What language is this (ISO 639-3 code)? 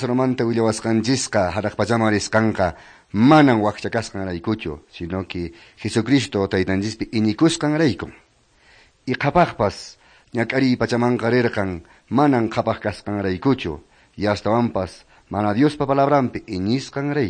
que